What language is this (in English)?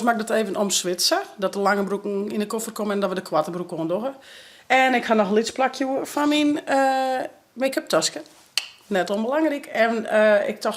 Western Frisian